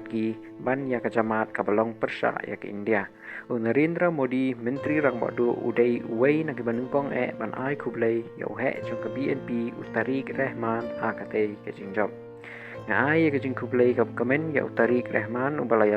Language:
Khasi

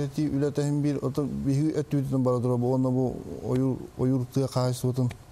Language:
Yakut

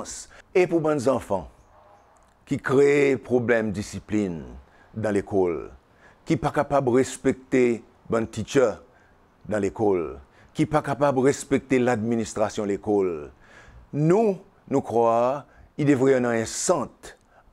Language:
Seselwa Creole French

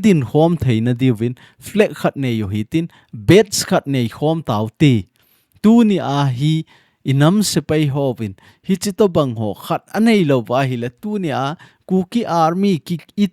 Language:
Thado Chin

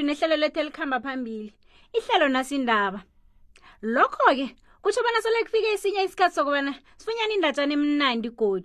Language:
South Ndebele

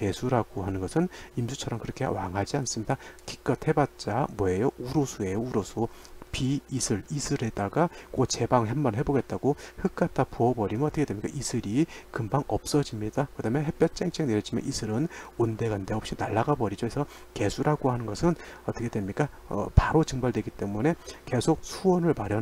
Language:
Korean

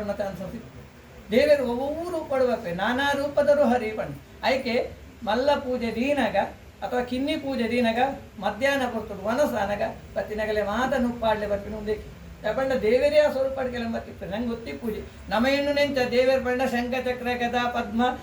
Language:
Tulu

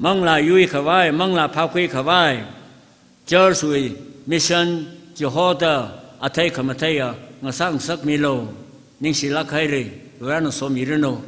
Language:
Tangkhul Naga (India)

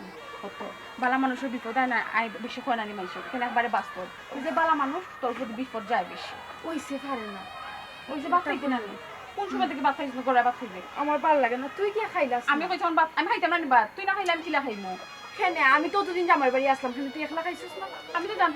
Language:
Sylheti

